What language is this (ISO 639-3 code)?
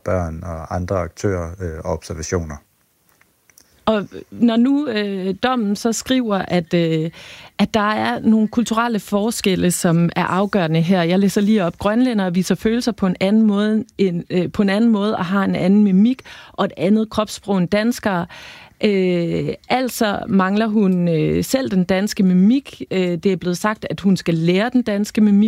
dan